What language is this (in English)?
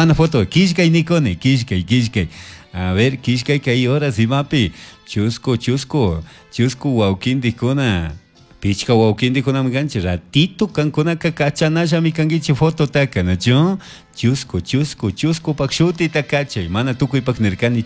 Chimborazo Highland Quichua